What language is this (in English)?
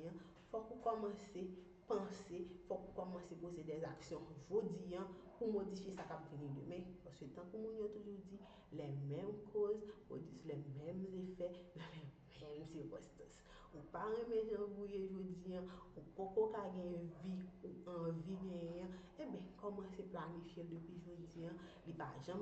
Haitian Creole